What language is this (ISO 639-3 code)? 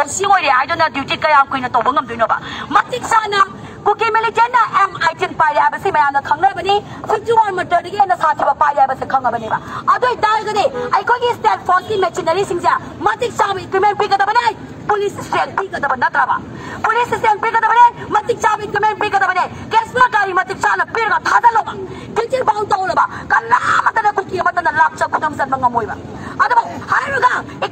mni